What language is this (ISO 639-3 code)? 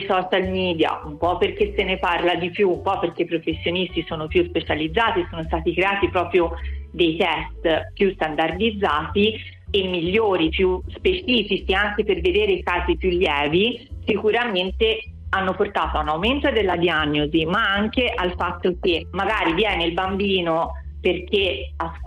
ita